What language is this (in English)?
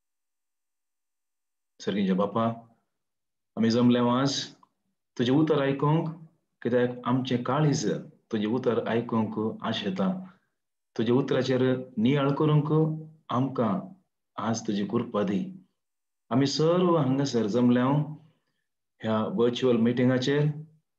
Konkani